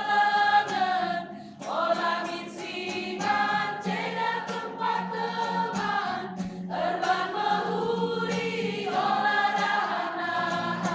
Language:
Batak Karo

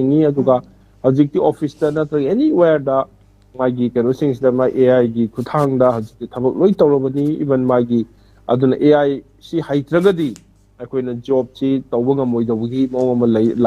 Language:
Manipuri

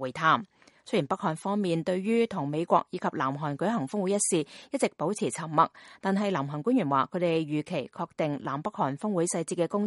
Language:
Cantonese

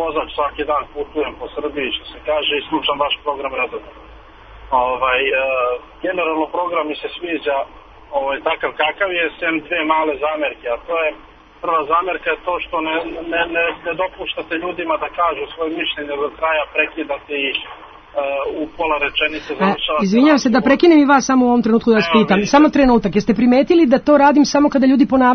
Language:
Serbian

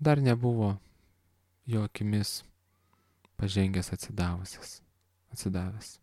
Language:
Lithuanian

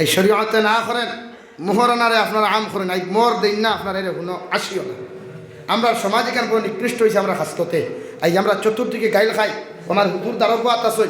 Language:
Sylheti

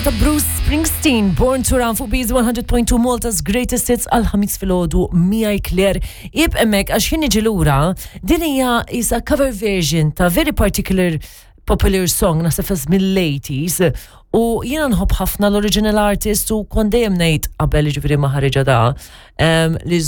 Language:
Maltese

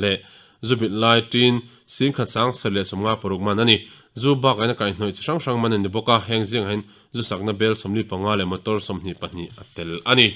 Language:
Mizo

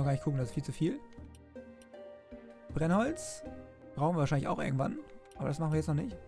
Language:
German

